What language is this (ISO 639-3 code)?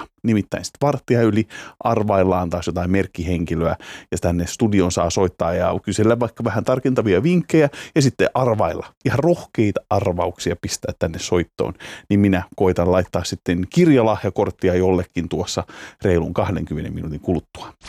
fin